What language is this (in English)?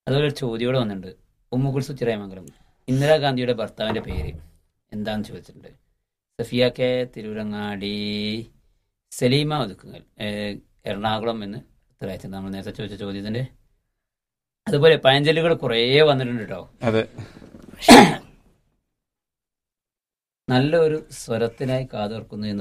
Malayalam